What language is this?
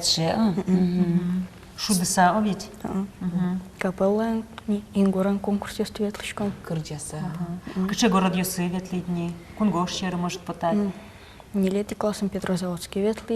Udmurt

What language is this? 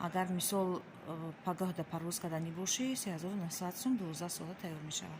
Tajik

